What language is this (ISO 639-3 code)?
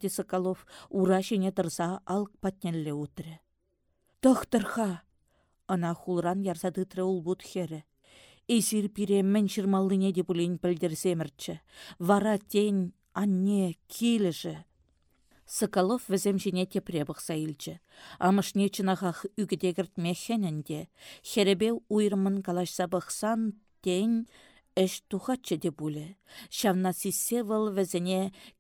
chv